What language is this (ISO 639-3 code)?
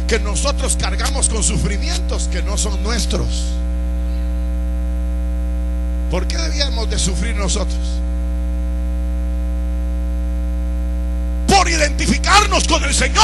spa